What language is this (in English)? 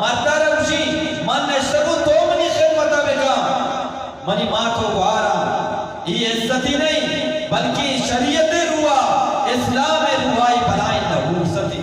Eastern Balochi